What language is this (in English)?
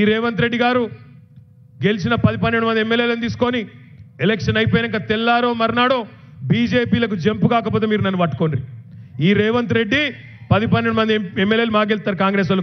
Telugu